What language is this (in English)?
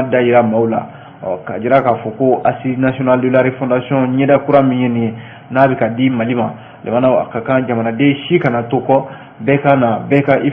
Bambara